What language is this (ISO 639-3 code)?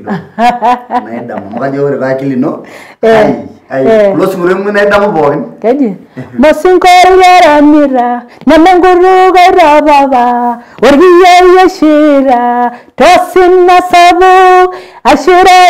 mas